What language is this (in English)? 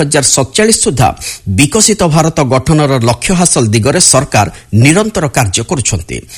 Odia